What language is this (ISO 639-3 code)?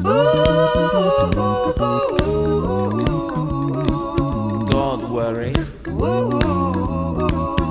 eng